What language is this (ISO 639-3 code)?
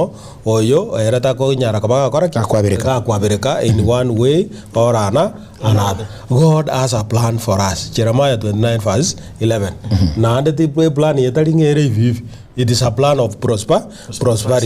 guz